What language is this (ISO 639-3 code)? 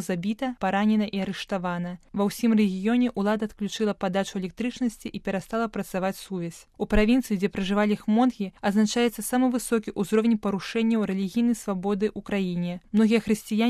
bel